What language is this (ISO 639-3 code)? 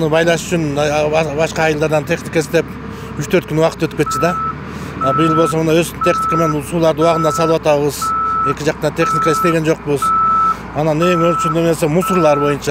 kir